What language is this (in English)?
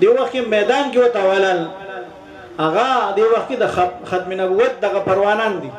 Pashto